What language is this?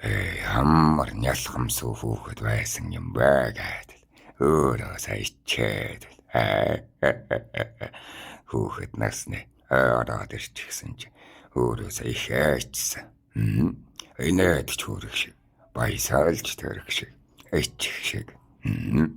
Mongolian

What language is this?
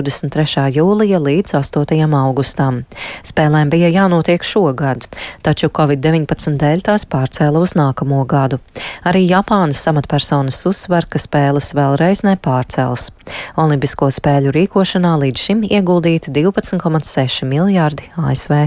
Latvian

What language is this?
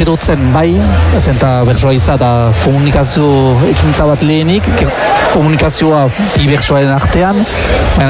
Basque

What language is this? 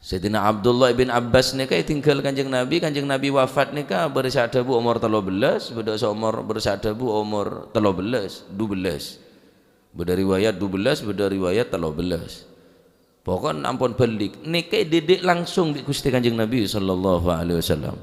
Madurese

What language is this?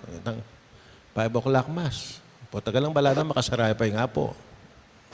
Pampanga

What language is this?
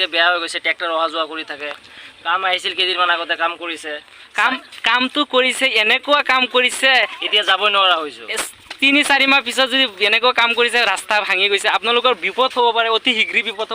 Assamese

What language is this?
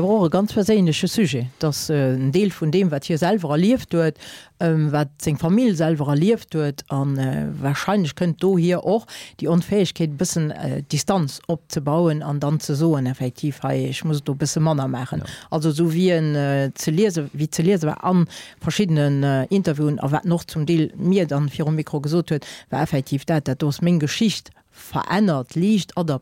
Luxembourgish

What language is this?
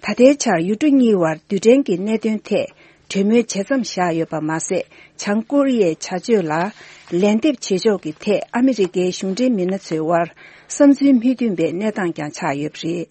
Tibetan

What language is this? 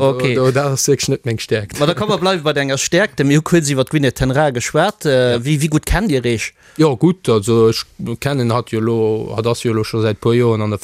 Luxembourgish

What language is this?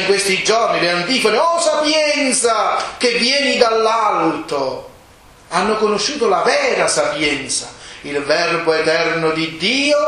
Italian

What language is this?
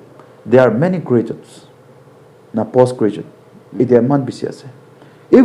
Naga Pidgin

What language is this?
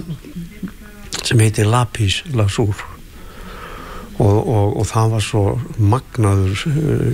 Icelandic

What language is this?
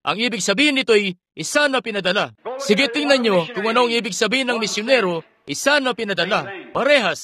Filipino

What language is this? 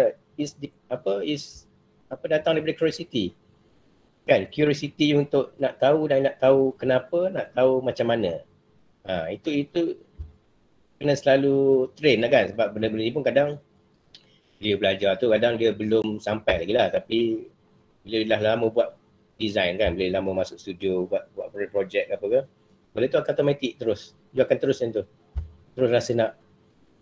Malay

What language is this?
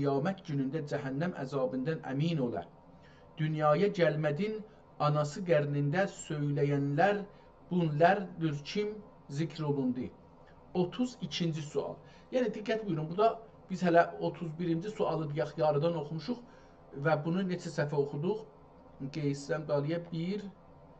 South Azerbaijani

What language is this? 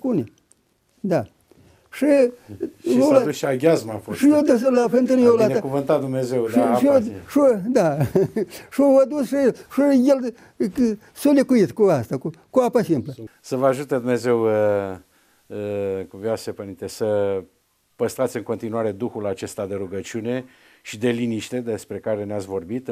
Romanian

